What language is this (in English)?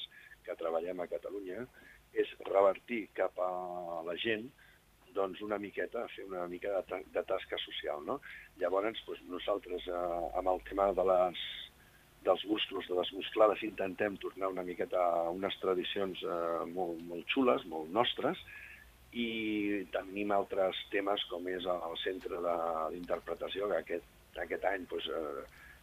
Catalan